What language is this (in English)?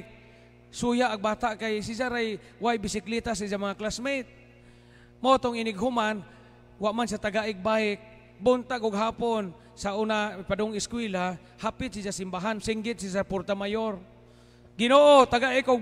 Cebuano